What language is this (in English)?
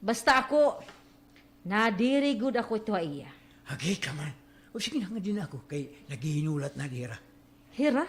Waray